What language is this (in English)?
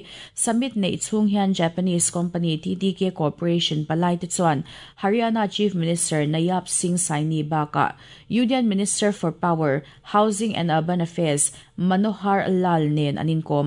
Mizo